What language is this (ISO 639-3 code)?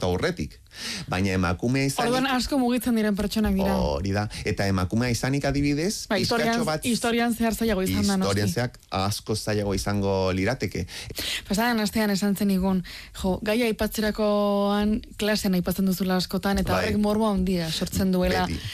eus